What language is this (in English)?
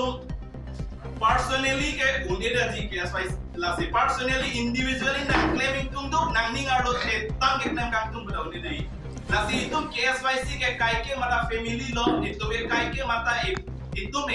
Karbi